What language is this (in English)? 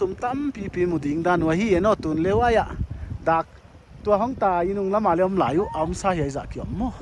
Paite Chin